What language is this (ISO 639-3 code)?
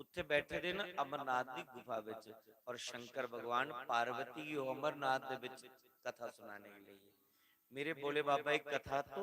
doi